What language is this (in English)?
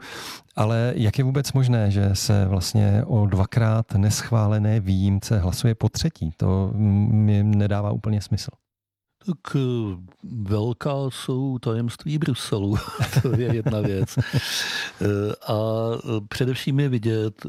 Czech